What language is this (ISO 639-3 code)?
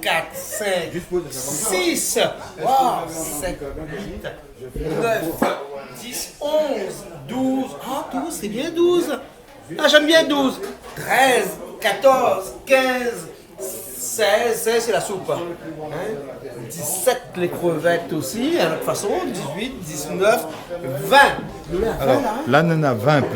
rcf